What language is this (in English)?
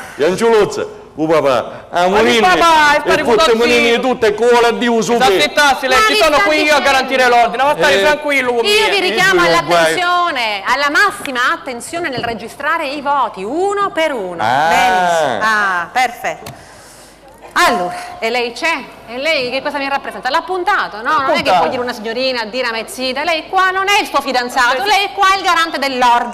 Sicilian